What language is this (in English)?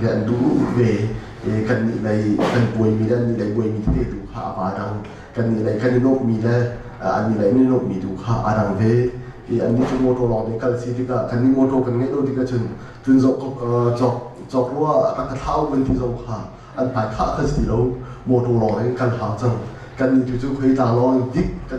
Hakha Chin